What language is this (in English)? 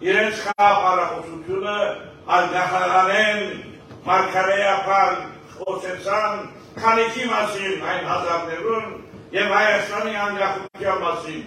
Western Armenian